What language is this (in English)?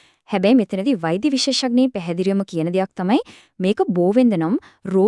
Sinhala